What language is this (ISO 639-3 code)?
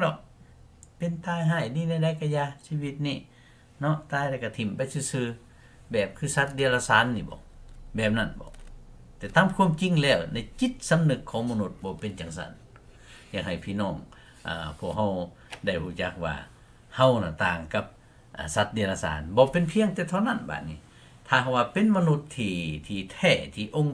lao